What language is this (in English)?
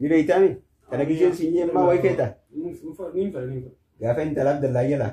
Oromo